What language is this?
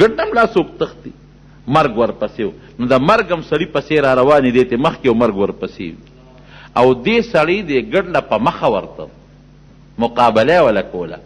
Pashto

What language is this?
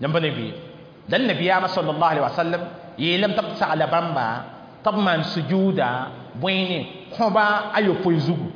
Mossi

